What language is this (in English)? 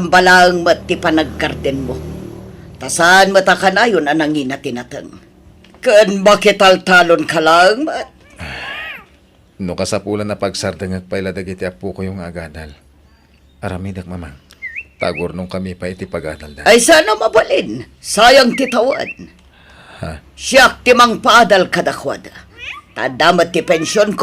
Iloko